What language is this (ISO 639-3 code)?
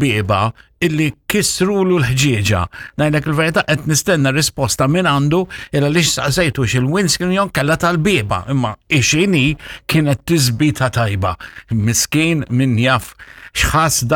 mlt